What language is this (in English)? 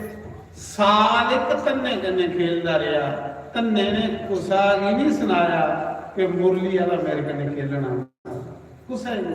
Dogri